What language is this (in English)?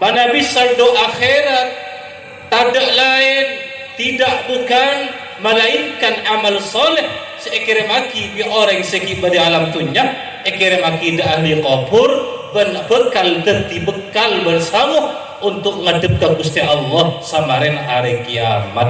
Madurese